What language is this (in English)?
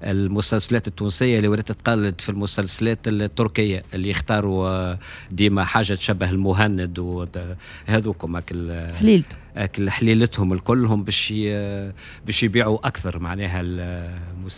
Tunisian Arabic